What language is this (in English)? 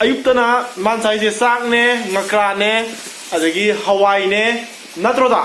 Manipuri